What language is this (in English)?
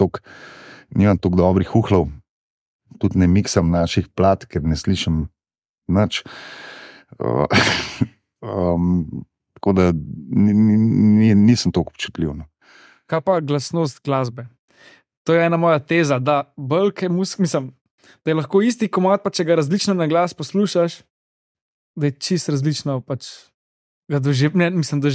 Slovenian